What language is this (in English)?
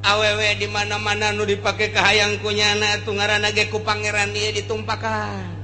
Sundanese